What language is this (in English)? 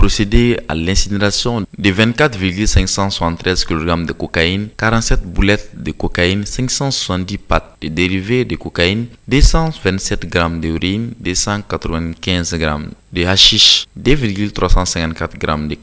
French